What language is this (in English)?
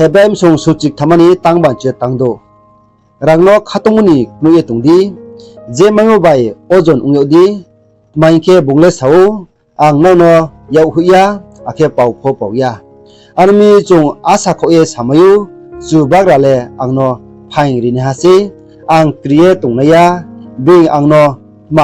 Riang (India)